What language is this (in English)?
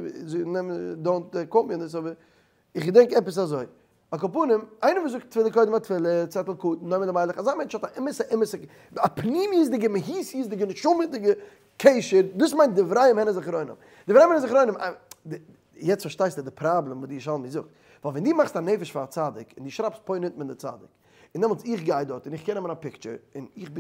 Yiddish